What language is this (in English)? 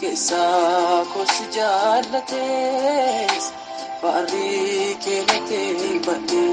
Oromo